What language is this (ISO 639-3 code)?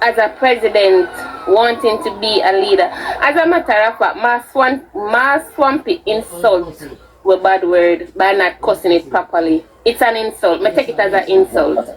jam